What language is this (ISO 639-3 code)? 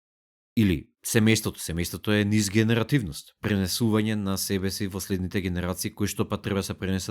mkd